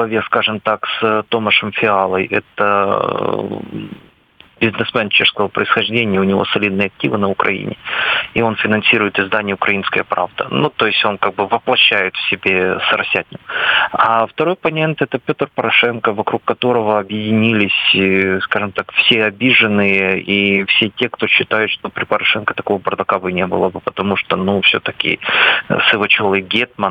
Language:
Russian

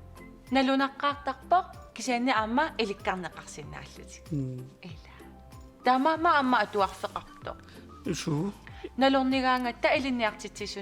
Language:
Kalaallisut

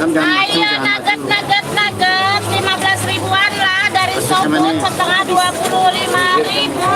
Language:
Banjar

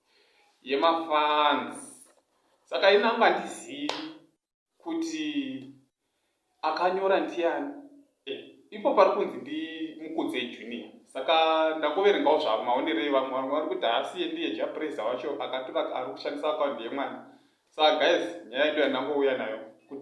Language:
Shona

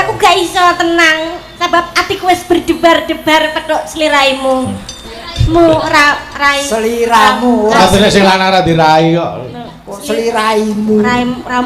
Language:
Javanese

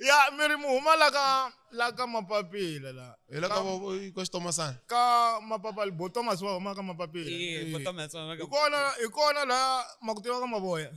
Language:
Tsonga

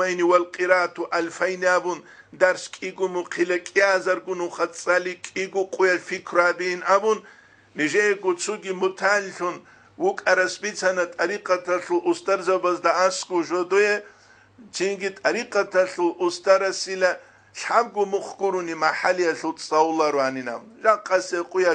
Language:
Avaric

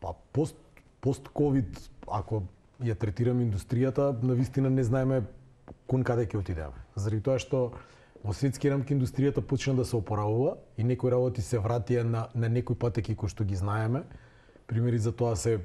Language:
Macedonian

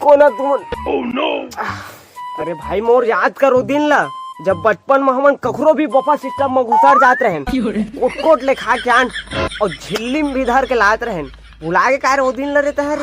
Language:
Chhattisgarhi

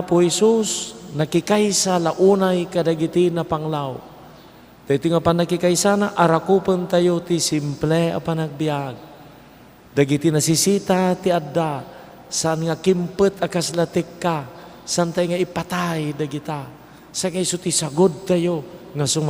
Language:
Iloko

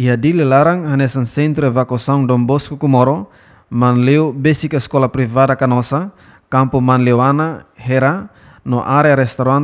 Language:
Tetum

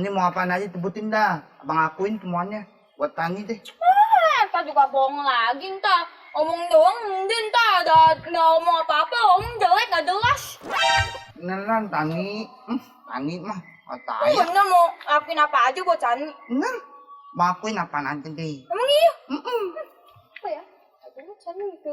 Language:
Betawi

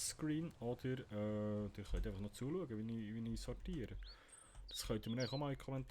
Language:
Swiss German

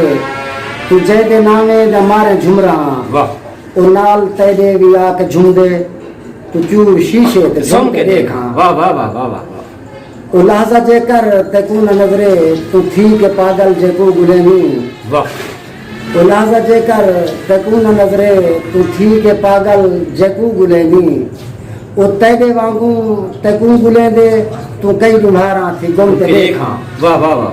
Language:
Saraiki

